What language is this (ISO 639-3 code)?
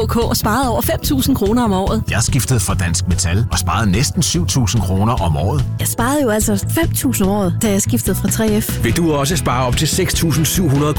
dan